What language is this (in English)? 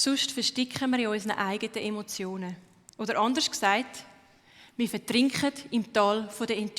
Swiss German